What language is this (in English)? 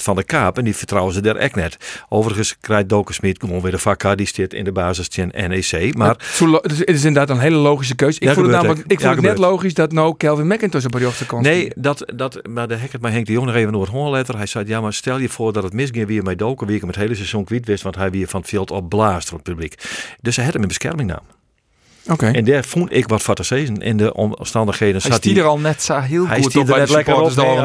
Western Frisian